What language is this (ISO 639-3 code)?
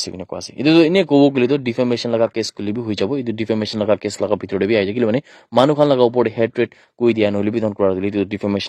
nag